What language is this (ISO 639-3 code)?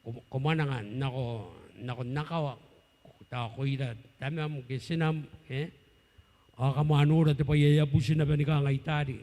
gil